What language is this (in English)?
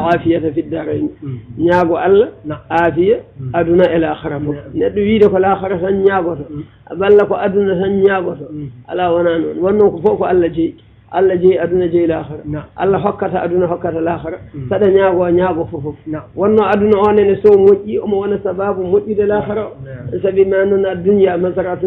Fula